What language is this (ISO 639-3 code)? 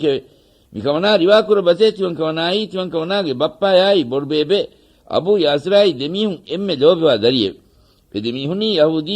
div